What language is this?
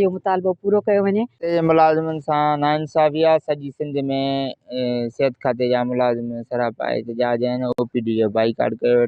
Sindhi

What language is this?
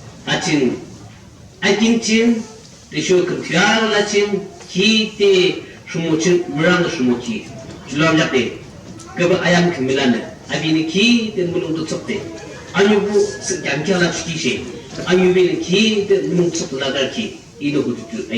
Yimchungru Naga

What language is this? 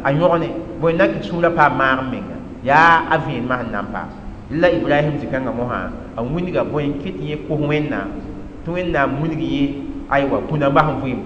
Mossi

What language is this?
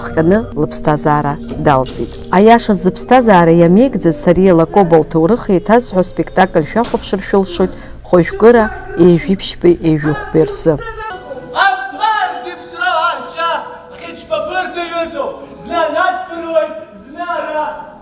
Abkhazian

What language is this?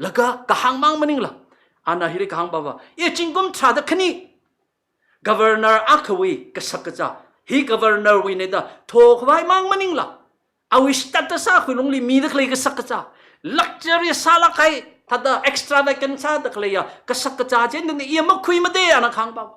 Tangkhul Naga (India)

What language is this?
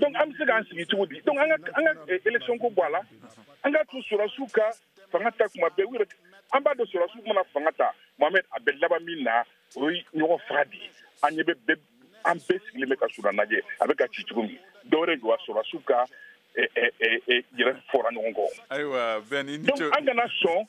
Bambara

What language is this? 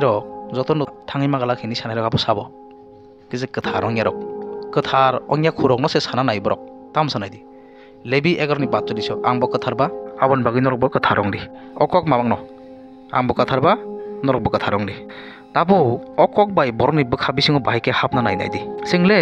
Kok Borok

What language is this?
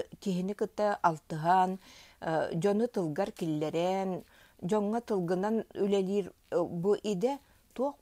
Yakut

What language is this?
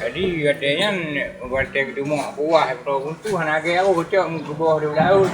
Achinese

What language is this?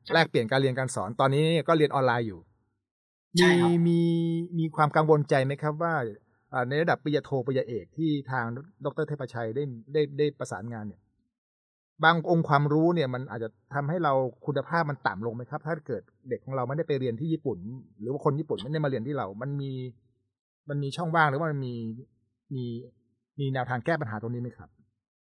Thai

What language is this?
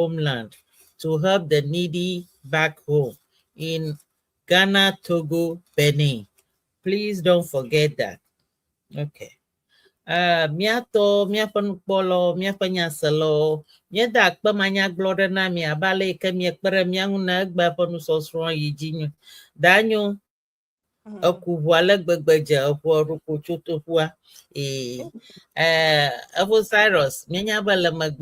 Ewe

